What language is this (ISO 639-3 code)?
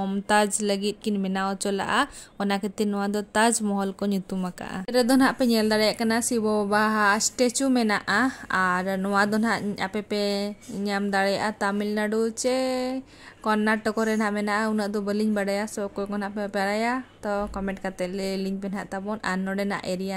sat